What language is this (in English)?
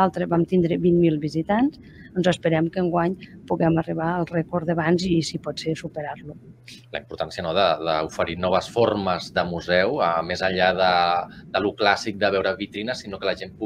Catalan